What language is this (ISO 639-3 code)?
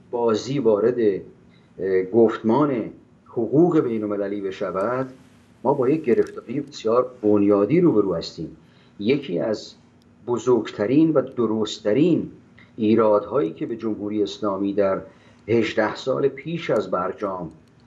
fas